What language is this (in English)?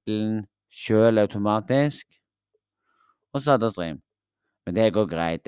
Norwegian